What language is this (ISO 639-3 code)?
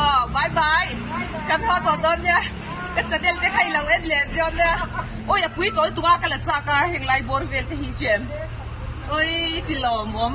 lus